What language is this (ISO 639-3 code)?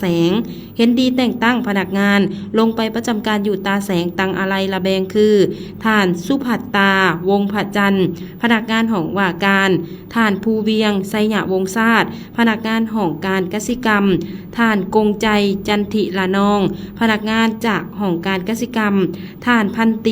lao